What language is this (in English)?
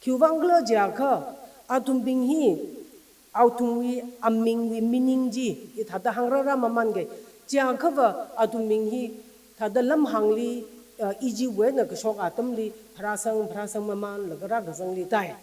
Tangkhul Naga (India)